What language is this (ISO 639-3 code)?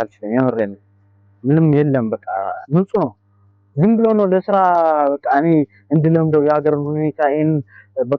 amh